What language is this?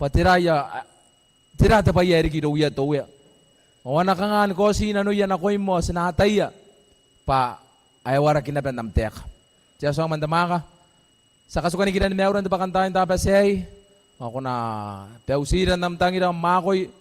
Gilbertese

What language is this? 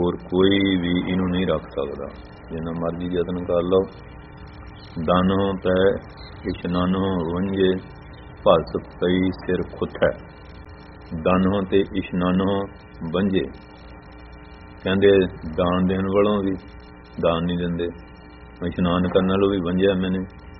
Punjabi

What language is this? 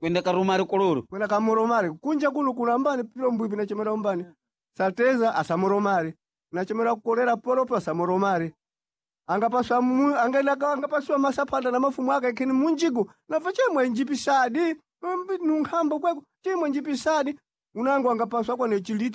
Sena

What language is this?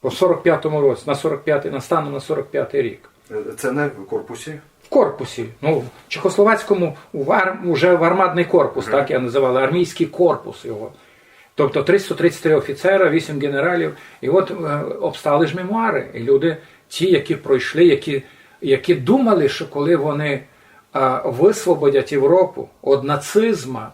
Rusyn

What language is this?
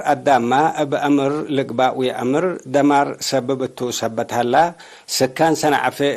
Tigre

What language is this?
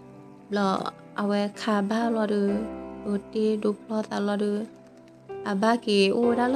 S'gaw Karen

